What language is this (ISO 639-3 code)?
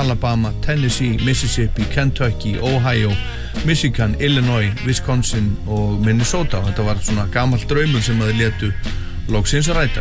isl